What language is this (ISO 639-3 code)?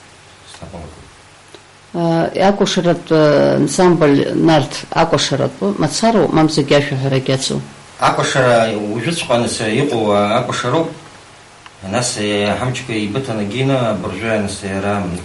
abk